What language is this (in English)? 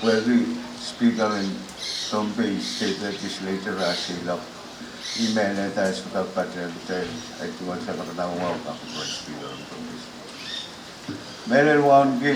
Pohnpeian